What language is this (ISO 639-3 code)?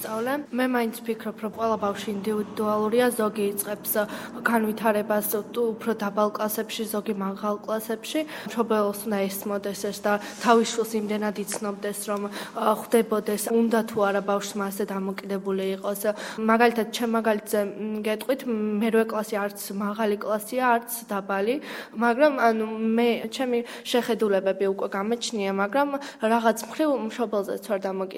kat